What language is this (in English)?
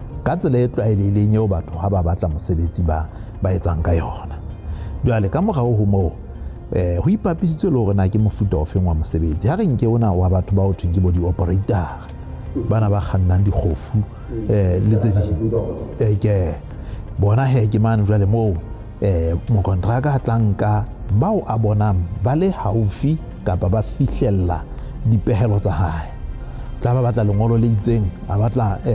Southern Sotho